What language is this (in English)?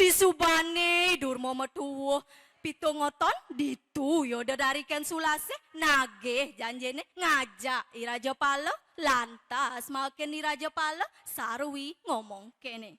Balinese